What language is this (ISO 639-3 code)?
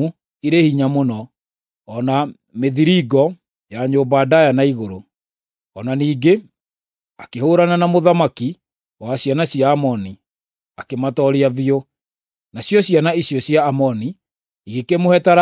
kik